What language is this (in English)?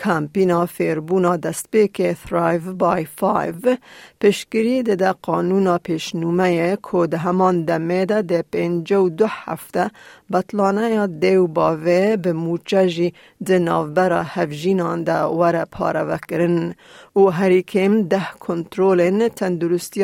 Kurdish